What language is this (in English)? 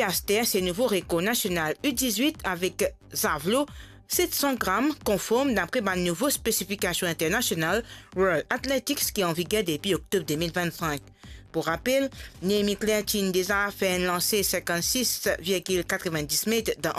Morisyen